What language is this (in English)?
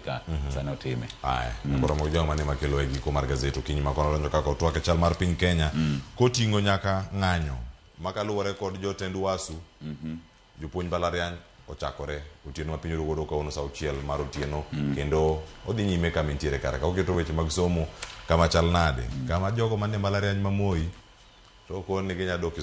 Luo (Kenya and Tanzania)